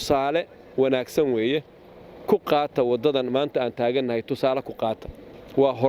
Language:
Somali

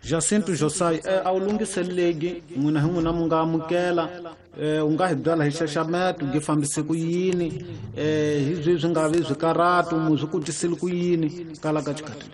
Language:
Tsonga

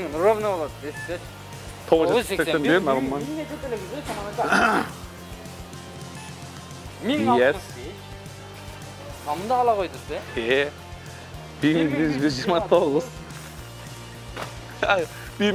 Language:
Kyrgyz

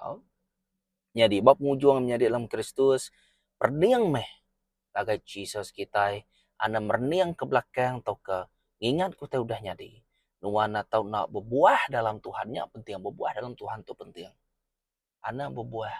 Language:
Iban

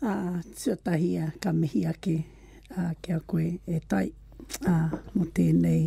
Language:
Māori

